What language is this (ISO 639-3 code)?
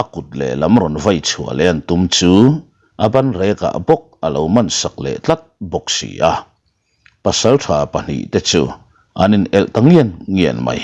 lus